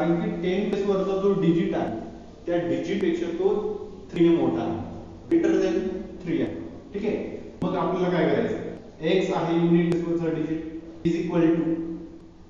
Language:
Marathi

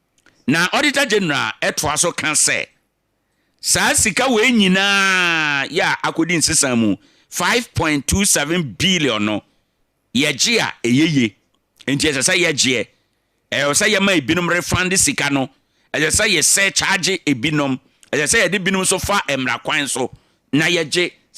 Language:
Akan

